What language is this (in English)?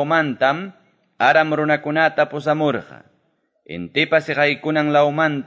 Quechua